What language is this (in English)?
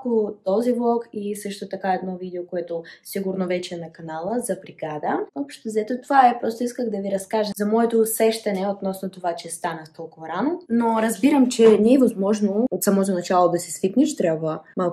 Bulgarian